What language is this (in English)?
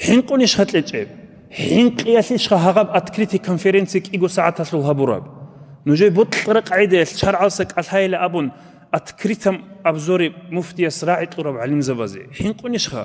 Avaric